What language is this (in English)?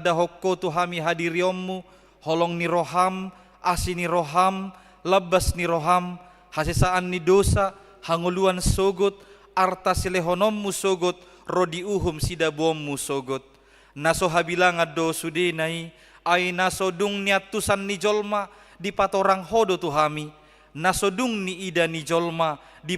Batak Toba